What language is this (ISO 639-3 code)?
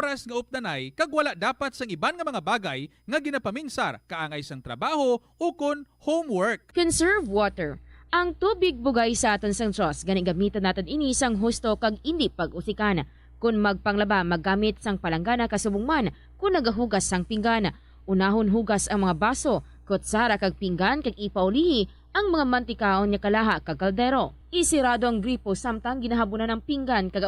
hil